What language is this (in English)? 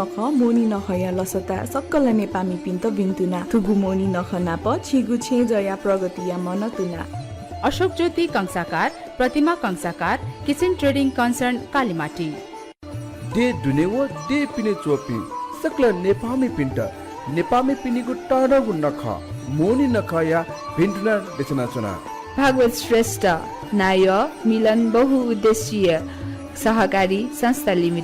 Newari